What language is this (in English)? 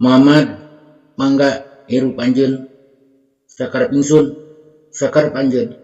Sundanese